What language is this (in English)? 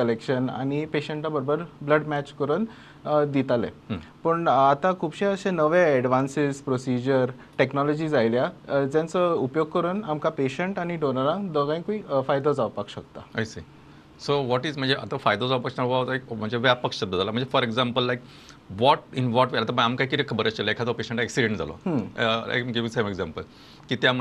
Konkani